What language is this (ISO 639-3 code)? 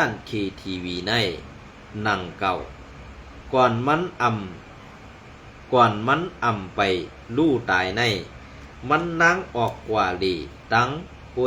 shn